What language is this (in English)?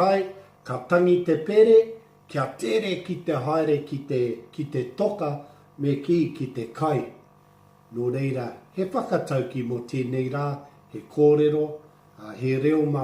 Māori